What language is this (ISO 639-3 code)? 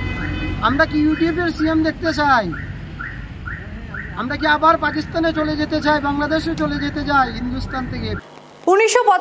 ben